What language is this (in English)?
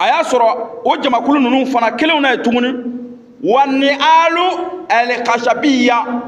Bambara